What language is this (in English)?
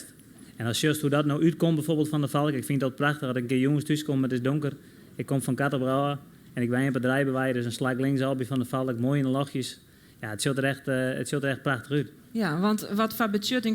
Western Frisian